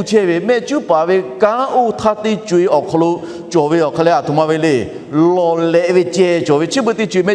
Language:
Lahu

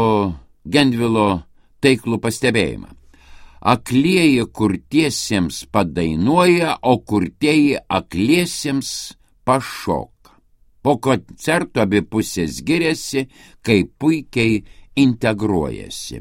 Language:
Lithuanian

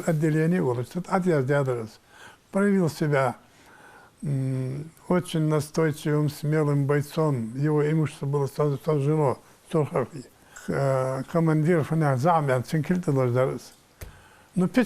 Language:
Ingush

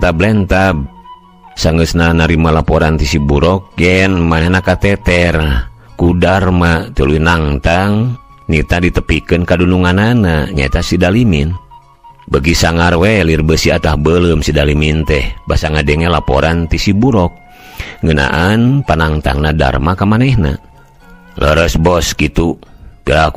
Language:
Sundanese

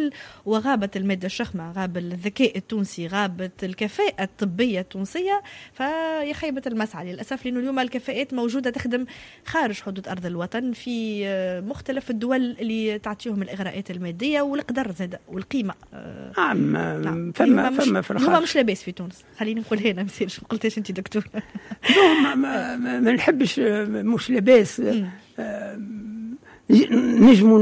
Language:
Tunisian Arabic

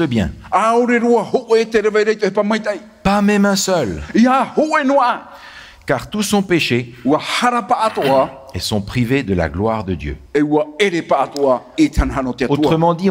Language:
Tahitian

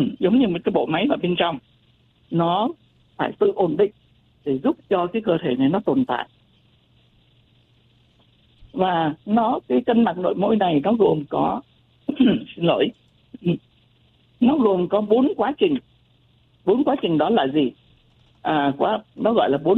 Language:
Vietnamese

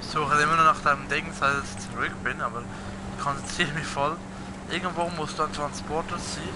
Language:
Swiss German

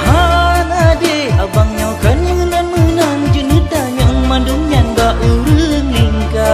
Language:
Achinese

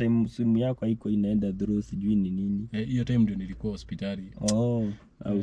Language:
Swahili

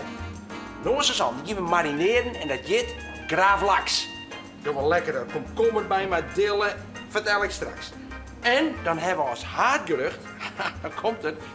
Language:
Western Frisian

